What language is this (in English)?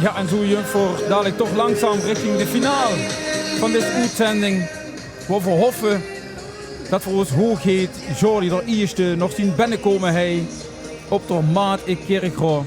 Limburgish